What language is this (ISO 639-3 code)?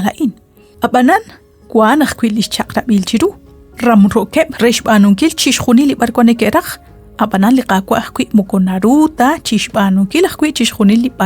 kek